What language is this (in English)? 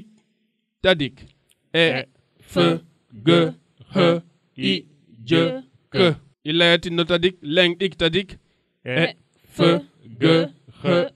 Serer